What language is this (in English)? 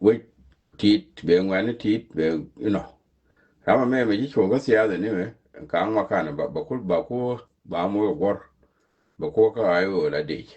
Nuer